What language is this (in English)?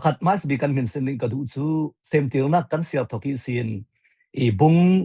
Falam Chin